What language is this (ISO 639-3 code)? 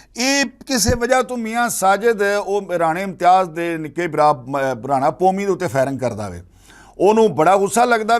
lah